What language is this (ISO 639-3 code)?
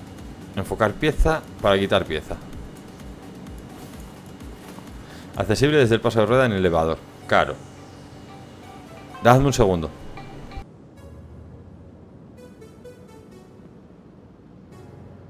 spa